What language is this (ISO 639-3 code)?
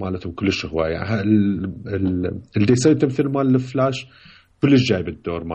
acm